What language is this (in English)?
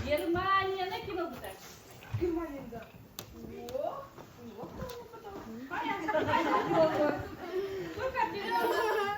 Yakut